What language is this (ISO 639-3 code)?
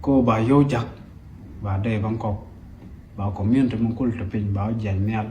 nus